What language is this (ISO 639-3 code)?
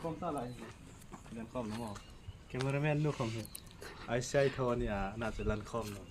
hmr